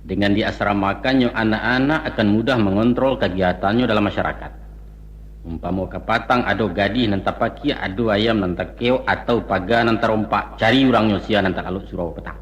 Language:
Minangkabau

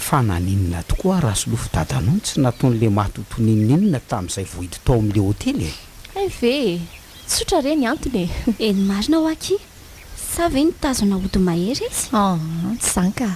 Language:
Malagasy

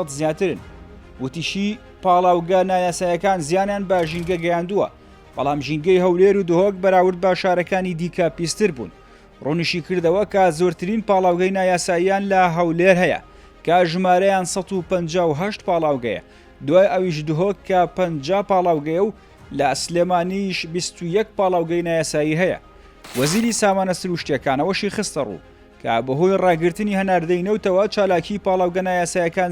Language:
Central Kurdish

